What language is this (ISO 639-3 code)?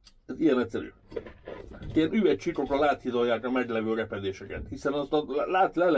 hun